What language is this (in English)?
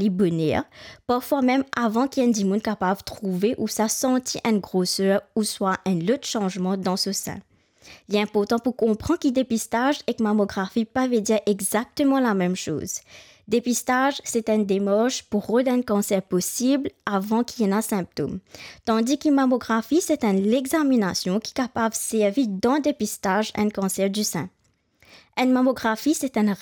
Morisyen